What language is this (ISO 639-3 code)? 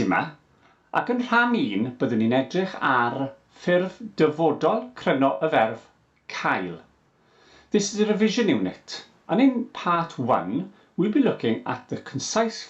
cym